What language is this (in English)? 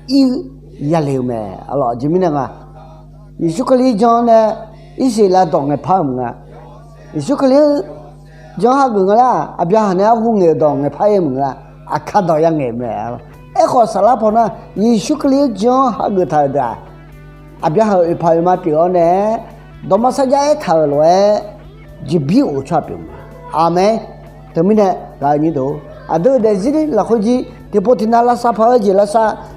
Akha